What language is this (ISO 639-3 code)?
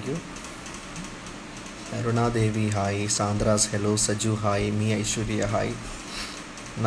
mal